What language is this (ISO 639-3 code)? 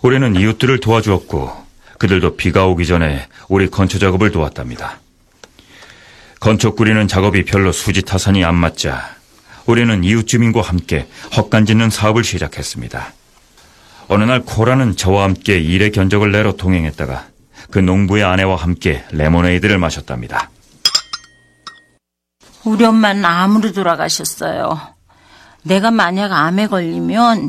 kor